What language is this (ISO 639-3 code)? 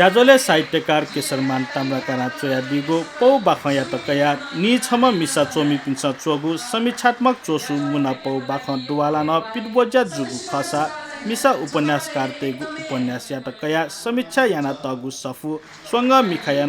new